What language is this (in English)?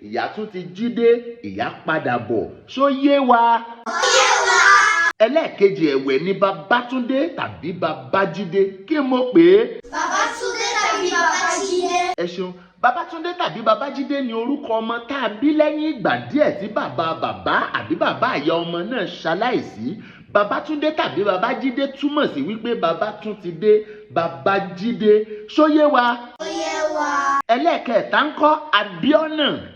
Yoruba